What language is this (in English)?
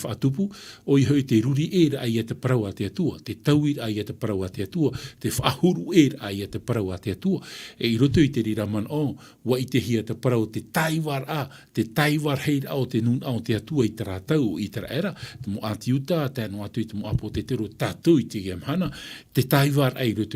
Tahitian